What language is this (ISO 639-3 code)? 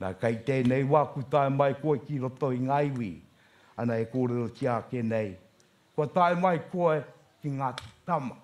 mri